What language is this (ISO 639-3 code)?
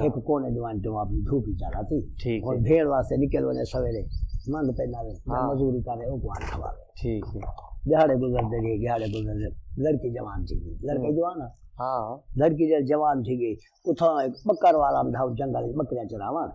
skr